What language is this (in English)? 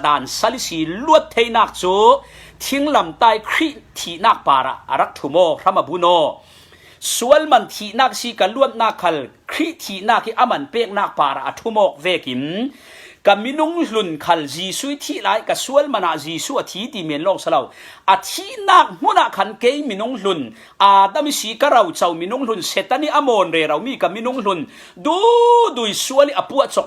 Falam Chin